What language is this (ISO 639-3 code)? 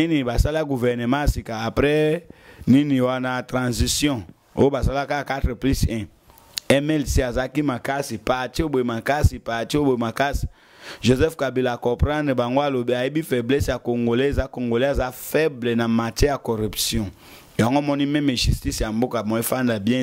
lin